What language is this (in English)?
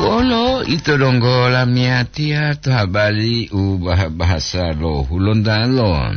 Gorontalo